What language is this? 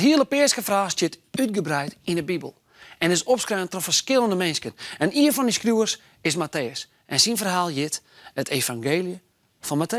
Western Frisian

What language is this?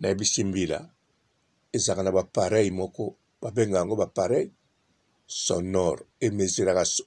Lingala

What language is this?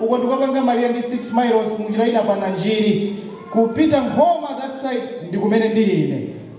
Nyanja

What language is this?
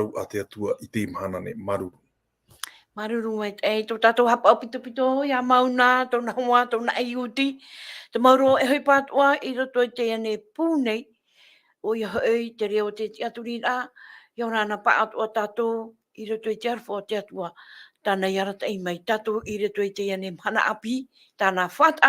Tahitian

